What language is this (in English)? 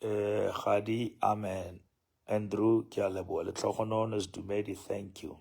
Southern Sotho